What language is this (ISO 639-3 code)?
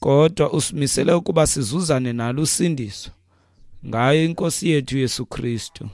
xho